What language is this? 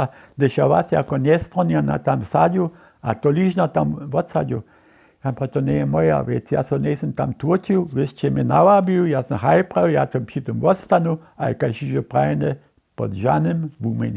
Upper Sorbian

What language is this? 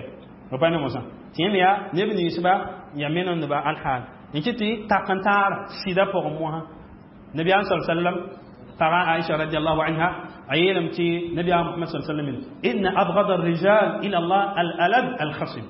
Mossi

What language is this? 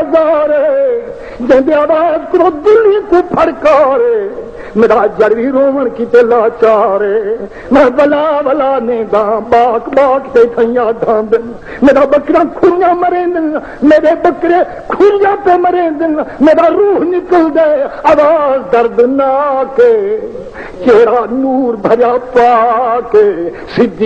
Saraiki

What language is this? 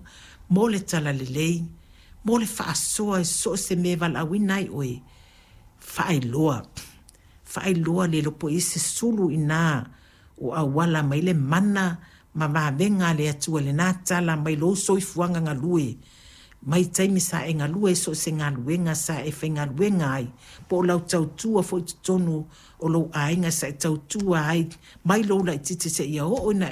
Samoan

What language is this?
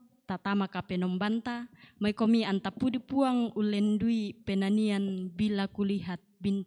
Toraja-Sa'dan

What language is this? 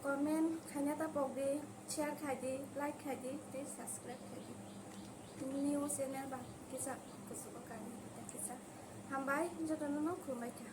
Kok Borok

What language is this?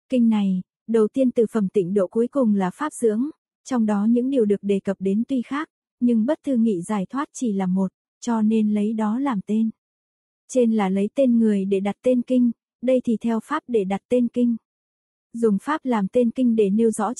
Vietnamese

